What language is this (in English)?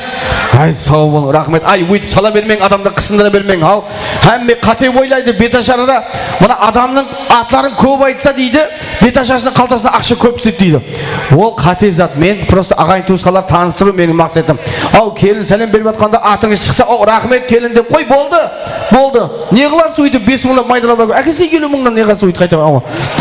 Kara-Kalpak